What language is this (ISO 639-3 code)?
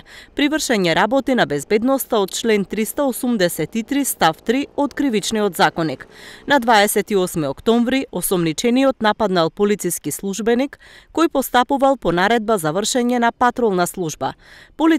mkd